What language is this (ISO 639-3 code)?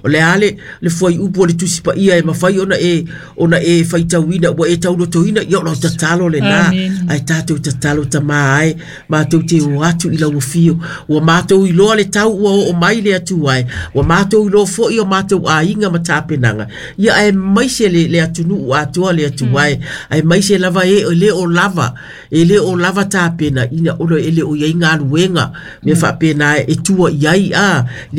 smo